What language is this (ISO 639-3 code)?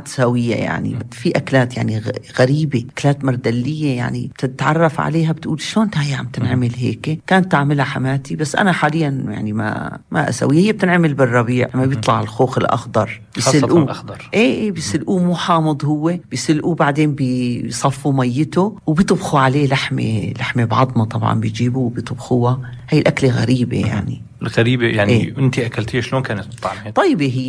apc